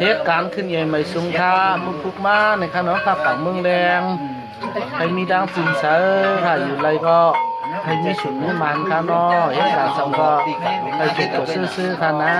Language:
Shan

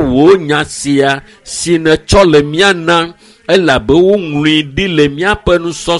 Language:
Ewe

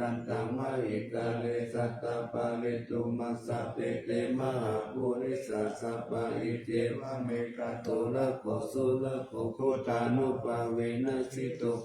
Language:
Pali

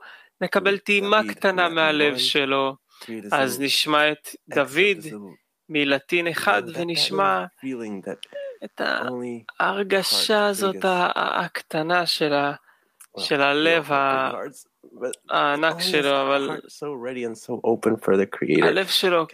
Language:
Hebrew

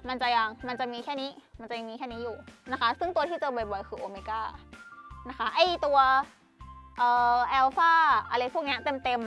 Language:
Thai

